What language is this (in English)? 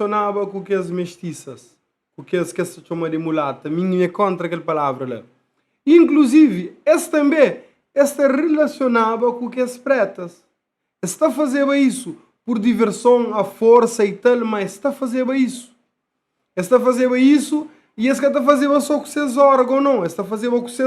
Kabuverdianu